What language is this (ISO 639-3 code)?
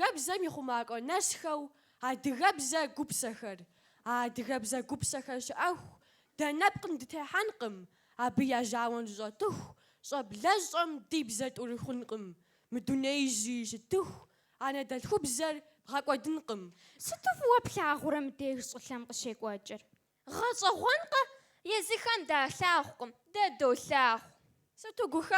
kbd